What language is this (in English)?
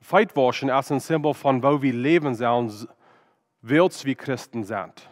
Plautdietsch